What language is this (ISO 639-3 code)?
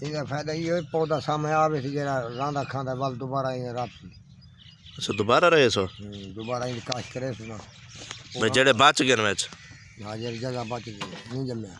skr